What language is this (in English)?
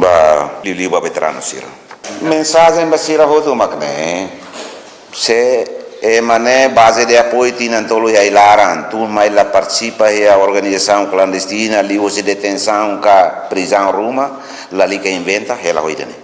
Tetum